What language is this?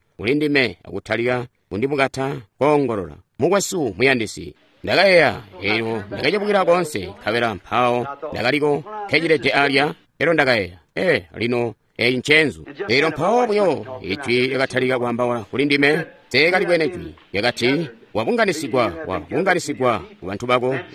Tonga (Zambia)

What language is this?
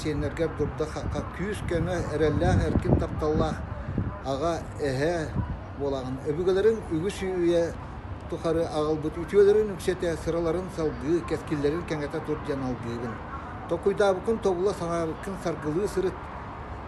Yakut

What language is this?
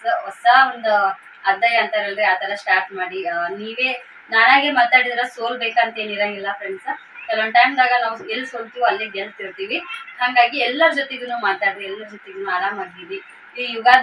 Kannada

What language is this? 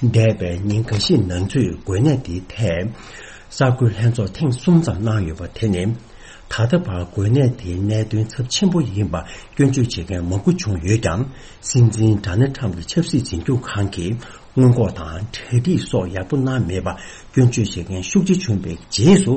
Tibetan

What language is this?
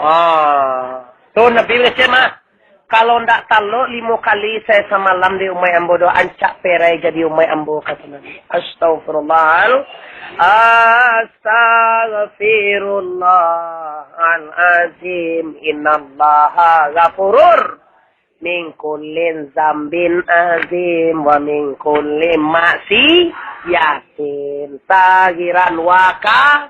Minangkabau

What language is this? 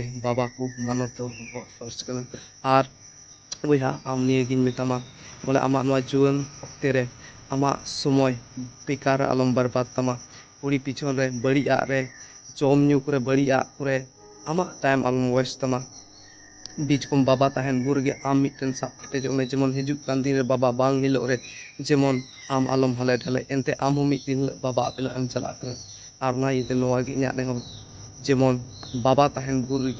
Santali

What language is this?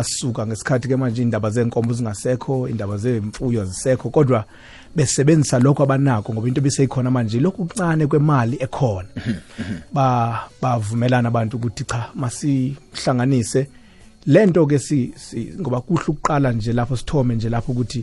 South Ndebele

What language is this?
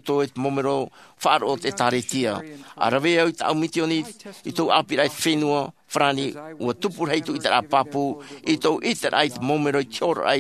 Tahitian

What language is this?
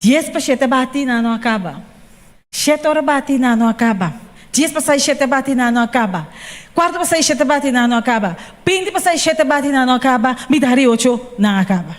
Papiamento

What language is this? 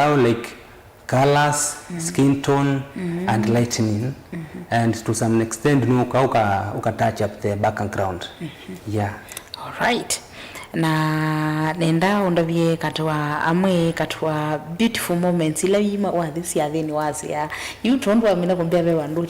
Kamba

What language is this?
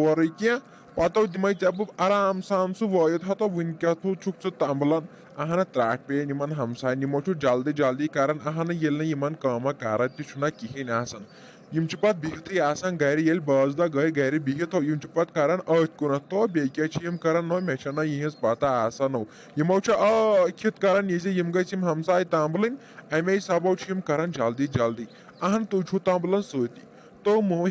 Kashmiri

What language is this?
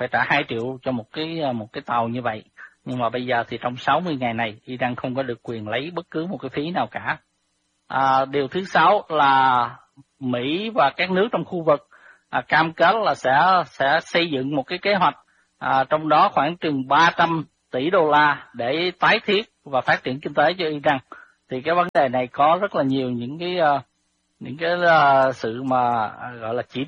Vietnamese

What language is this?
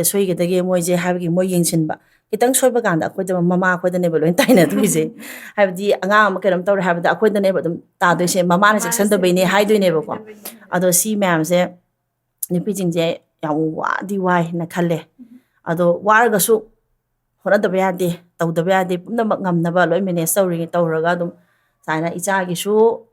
Manipuri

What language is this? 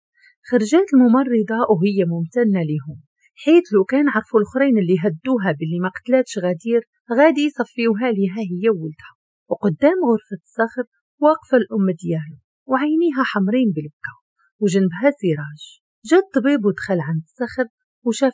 Moroccan Arabic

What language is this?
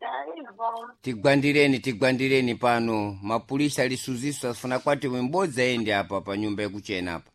Sena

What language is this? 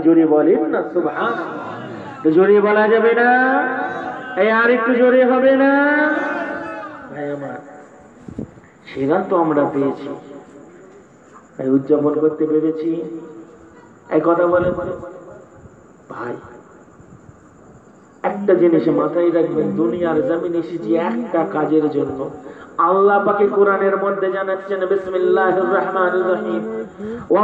Bangla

